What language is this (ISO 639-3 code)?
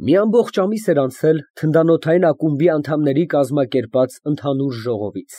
hye